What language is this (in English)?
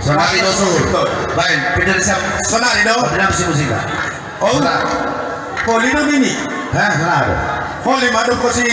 Batak Simalungun